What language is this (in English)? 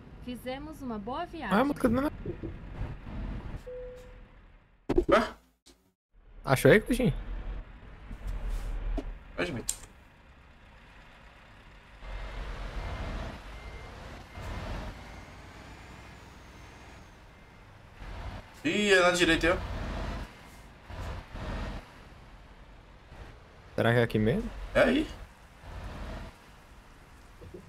Portuguese